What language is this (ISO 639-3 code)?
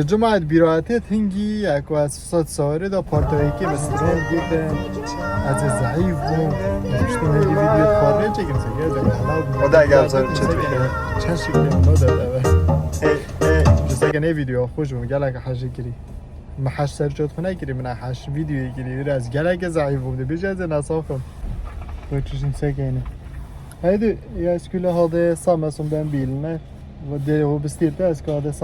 kur